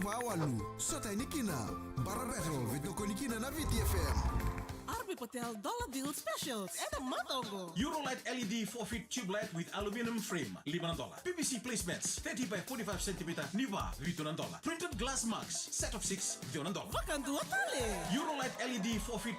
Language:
Fijian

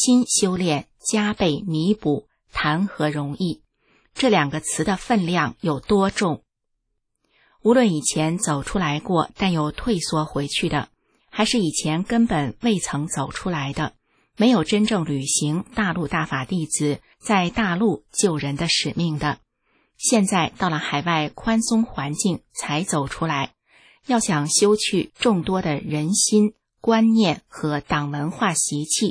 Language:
Chinese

